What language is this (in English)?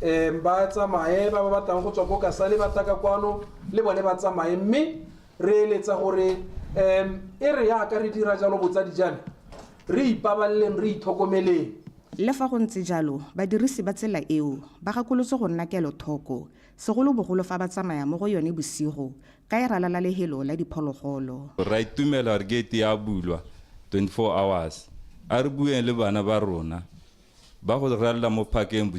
Tswana